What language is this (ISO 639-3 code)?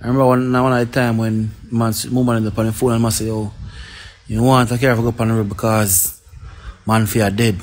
jam